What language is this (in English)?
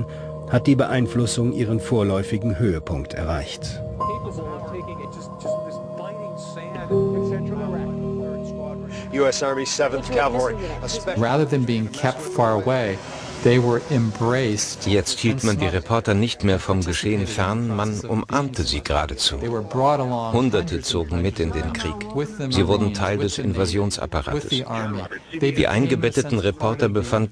German